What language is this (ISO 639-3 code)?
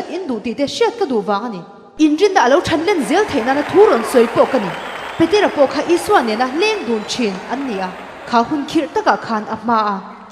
lus